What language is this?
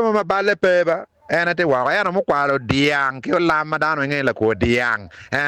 Acoli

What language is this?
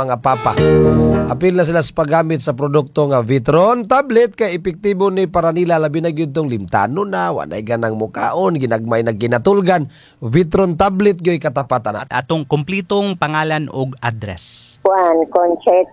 Cebuano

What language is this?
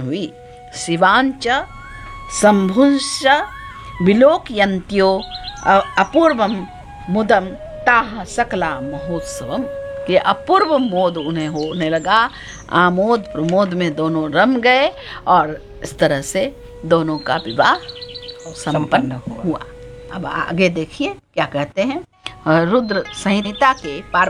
Hindi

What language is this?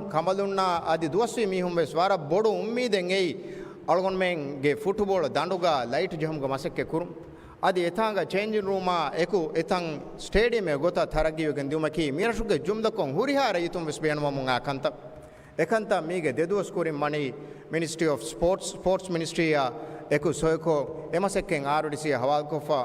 Divehi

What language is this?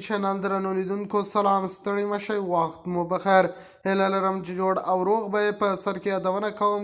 Pashto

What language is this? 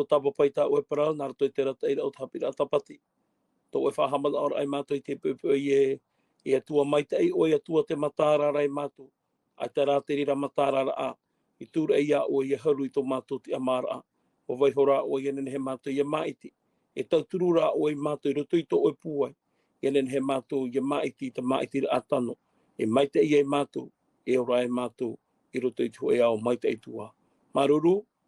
Tahitian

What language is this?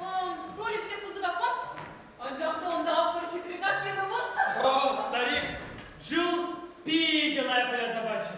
Chuvash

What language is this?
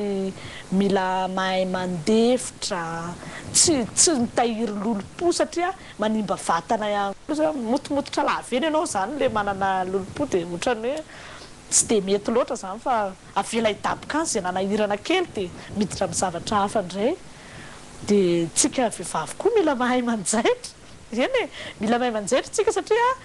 Malagasy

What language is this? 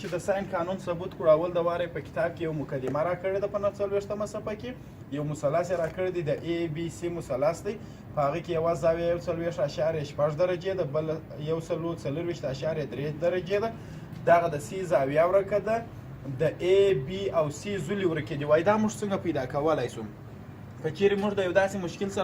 Pashto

